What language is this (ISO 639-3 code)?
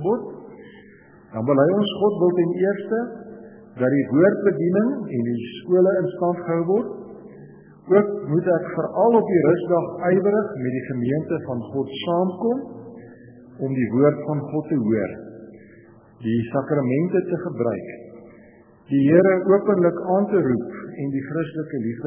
afr